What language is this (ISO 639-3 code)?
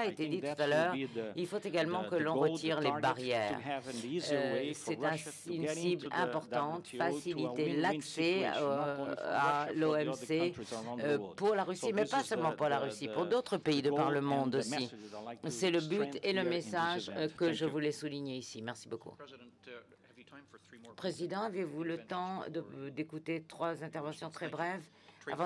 fra